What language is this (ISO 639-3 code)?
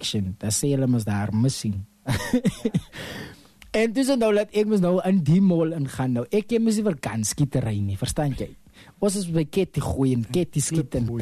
afr